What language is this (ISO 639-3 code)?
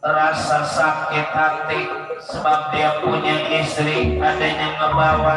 bew